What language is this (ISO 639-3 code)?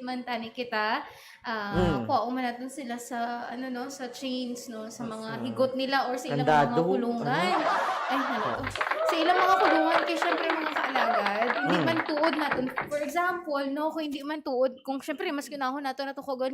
hil